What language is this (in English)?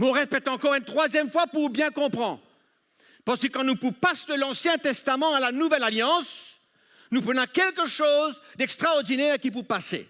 Morisyen